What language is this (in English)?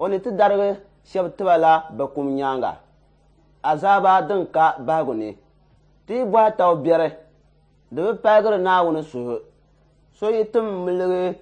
Dagbani